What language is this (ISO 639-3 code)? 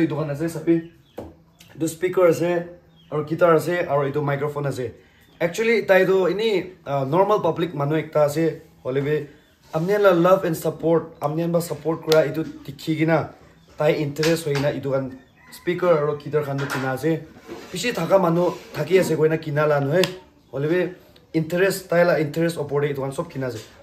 nag